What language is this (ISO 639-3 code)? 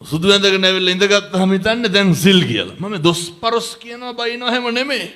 sin